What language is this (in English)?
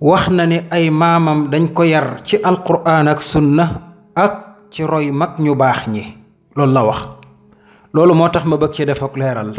Wolof